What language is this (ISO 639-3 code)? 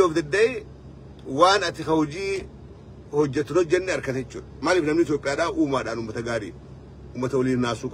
orm